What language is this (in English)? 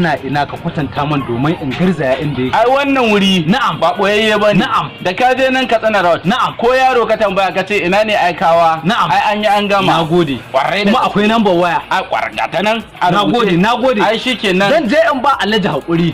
Hausa